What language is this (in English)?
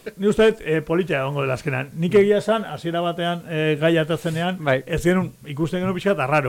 Basque